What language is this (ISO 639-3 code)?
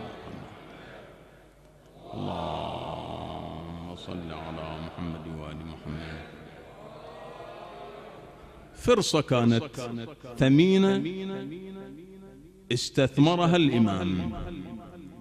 ara